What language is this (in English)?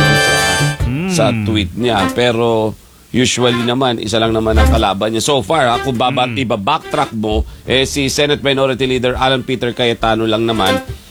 Filipino